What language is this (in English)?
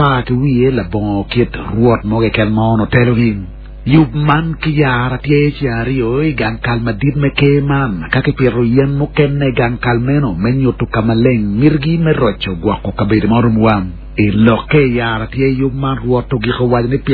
Acoli